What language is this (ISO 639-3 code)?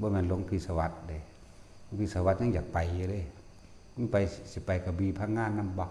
tts